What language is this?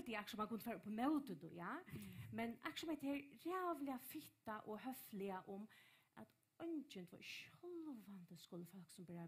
Faroese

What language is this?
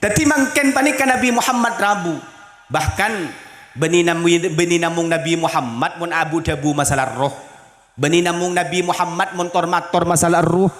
Madurese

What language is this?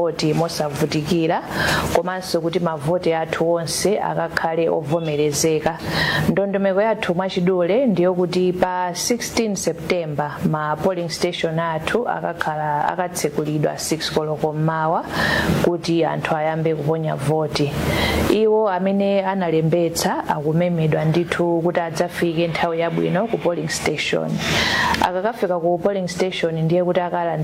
Nyanja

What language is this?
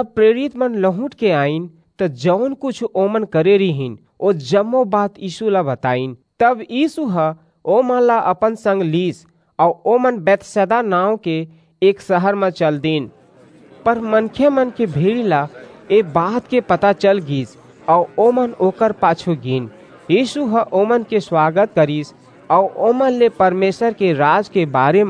Chhattisgarhi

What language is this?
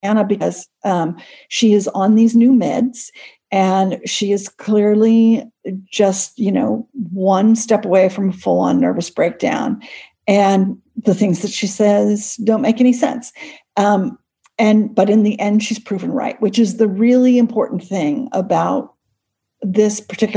English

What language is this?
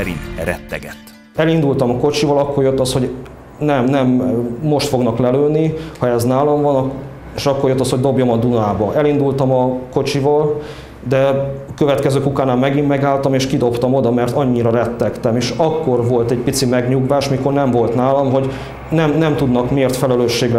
Hungarian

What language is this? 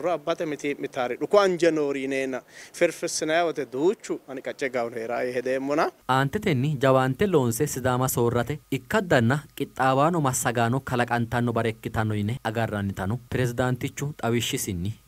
Sidamo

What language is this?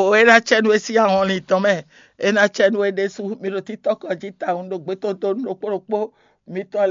Fon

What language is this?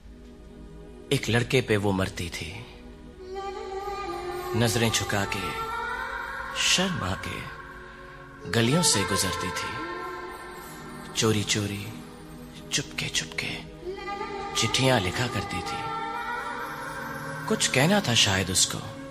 Hindi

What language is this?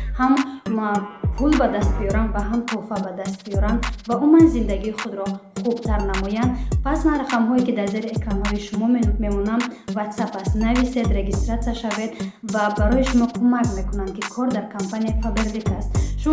Tajik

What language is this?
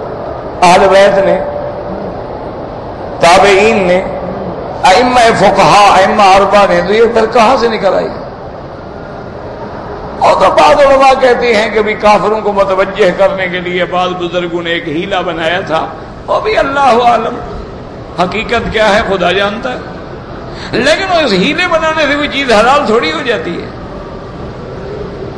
Urdu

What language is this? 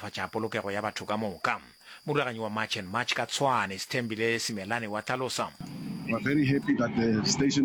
Northern Sotho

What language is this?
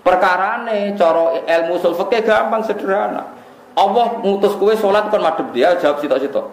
Javanese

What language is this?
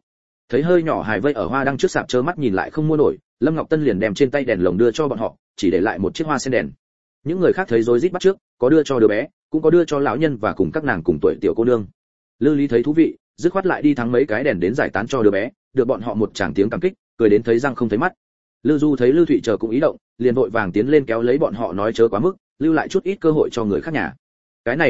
Vietnamese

